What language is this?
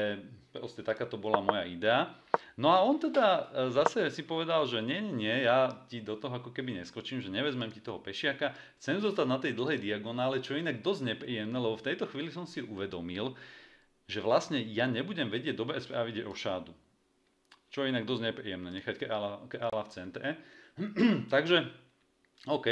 Slovak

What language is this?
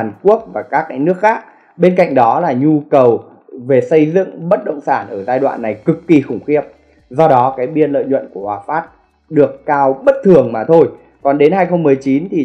Vietnamese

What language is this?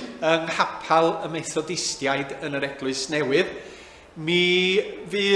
Welsh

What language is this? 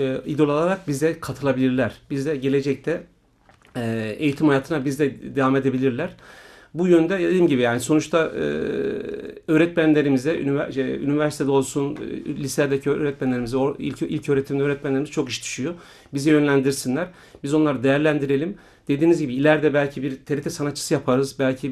Turkish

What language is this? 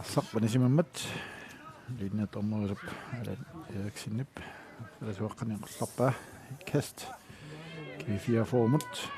Kalaallisut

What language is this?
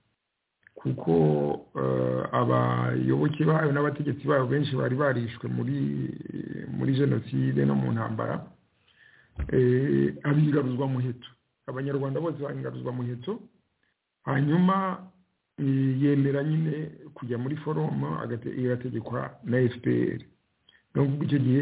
Kinyarwanda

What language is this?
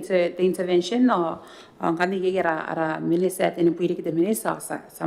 Gilbertese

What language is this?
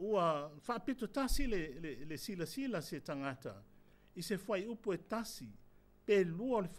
Samoan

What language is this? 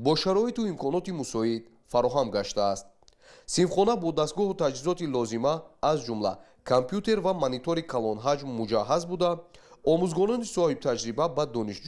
Tajik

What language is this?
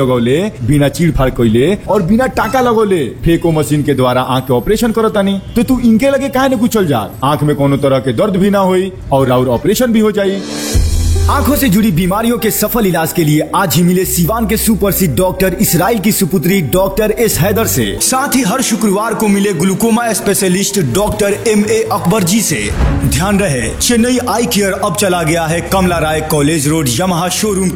Bhojpuri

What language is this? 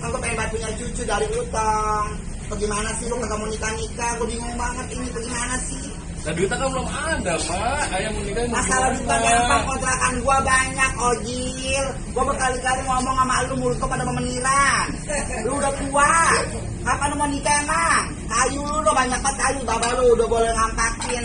Betawi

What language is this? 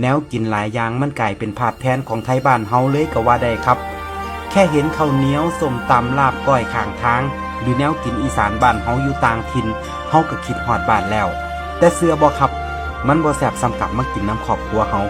Northeastern Thai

